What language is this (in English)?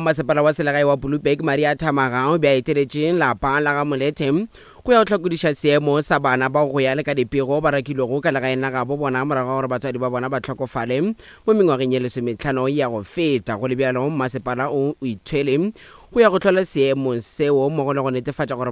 Northern Sotho